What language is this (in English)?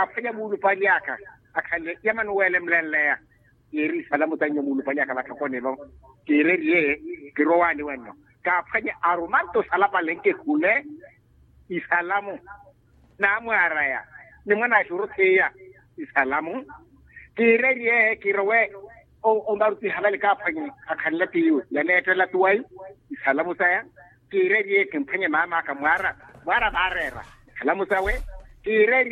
Makhuwa